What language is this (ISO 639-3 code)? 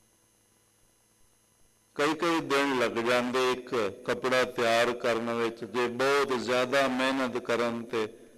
pan